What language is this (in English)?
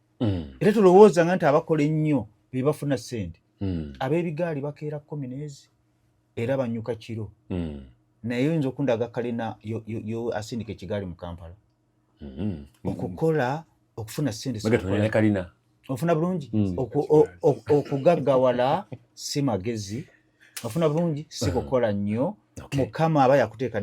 Ganda